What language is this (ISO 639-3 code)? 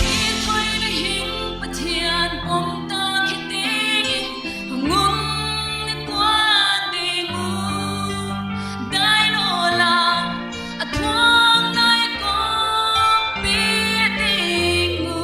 pck